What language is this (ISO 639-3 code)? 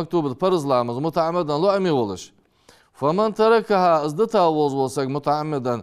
inh